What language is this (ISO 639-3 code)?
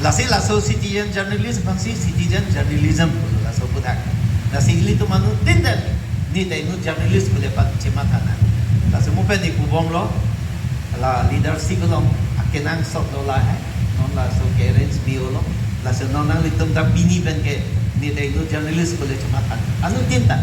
mjw